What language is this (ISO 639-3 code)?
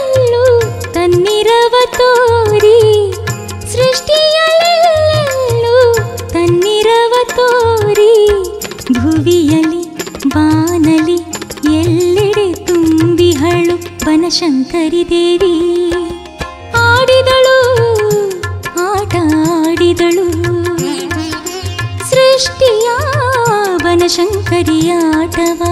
kan